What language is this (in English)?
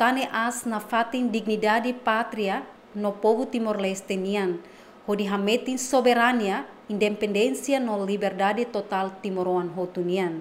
Tetum